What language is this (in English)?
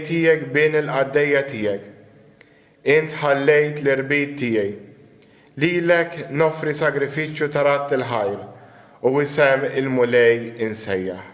Maltese